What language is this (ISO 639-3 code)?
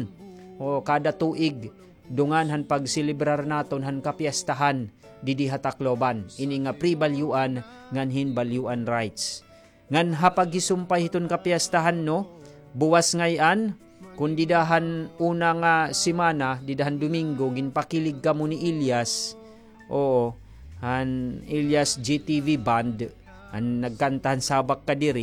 war